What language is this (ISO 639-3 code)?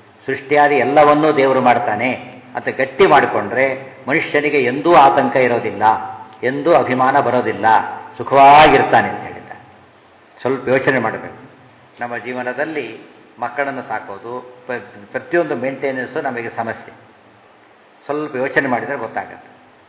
kan